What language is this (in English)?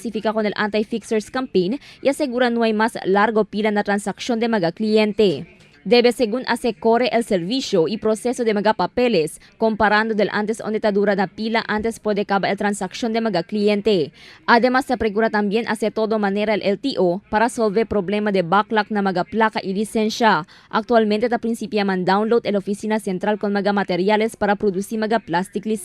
Chavacano